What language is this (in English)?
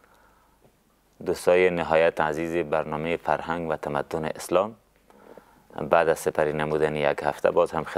Persian